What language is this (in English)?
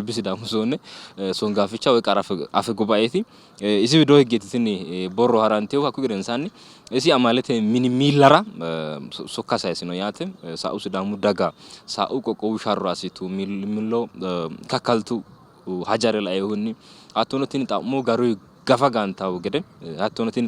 Sidamo